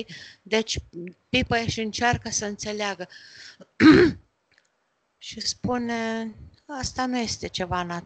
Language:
Romanian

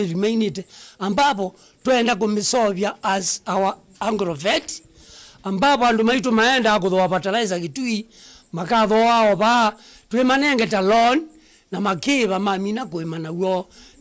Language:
Kamba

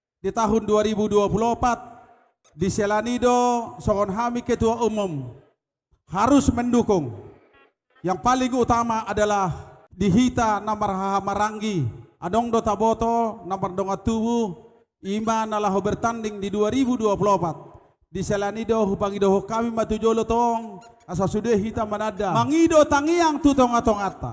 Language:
Batak Toba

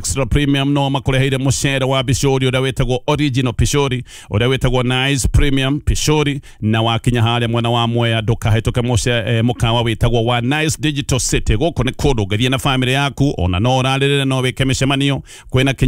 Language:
Kikuyu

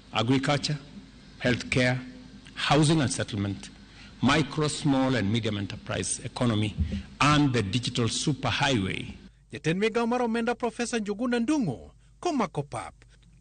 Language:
Luo (Kenya and Tanzania)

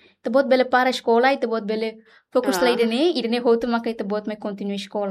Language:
Tetum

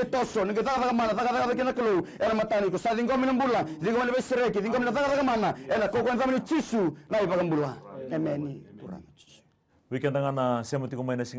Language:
Fijian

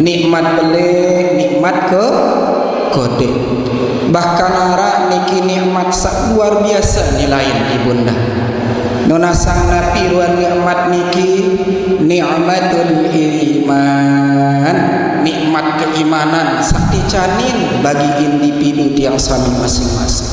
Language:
Sasak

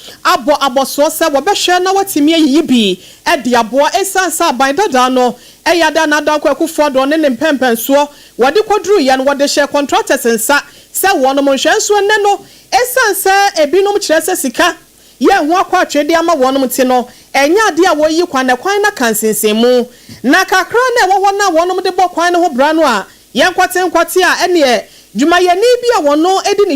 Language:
Akan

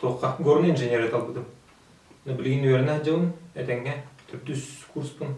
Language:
Yakut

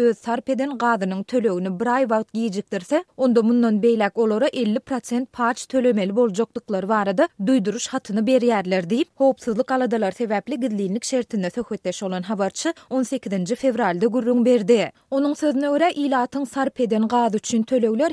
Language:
Turkmen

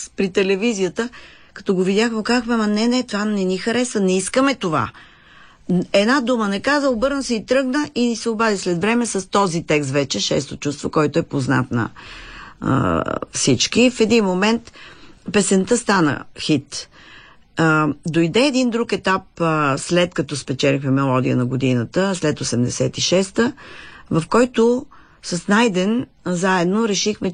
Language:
Bulgarian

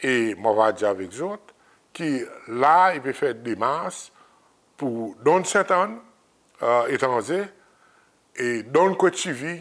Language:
Seselwa Creole French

